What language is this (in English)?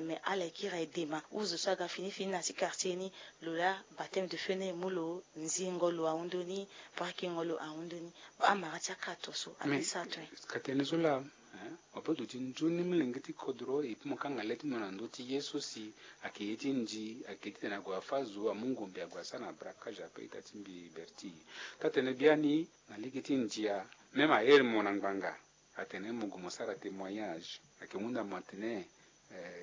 Sango